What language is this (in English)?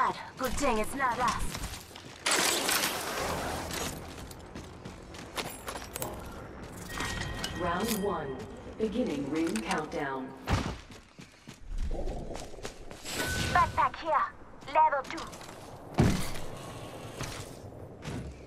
English